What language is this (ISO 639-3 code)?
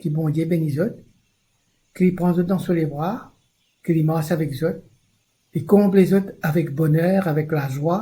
mfe